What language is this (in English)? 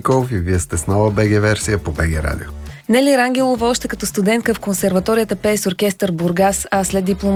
Bulgarian